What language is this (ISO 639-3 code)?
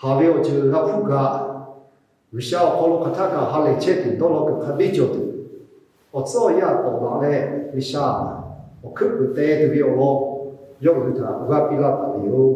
lhu